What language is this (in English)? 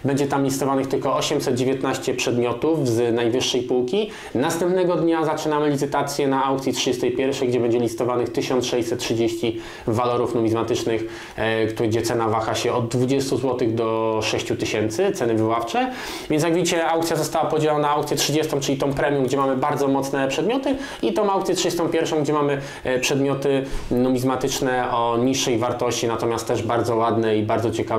Polish